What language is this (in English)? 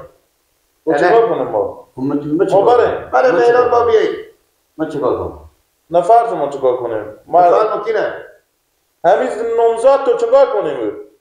Persian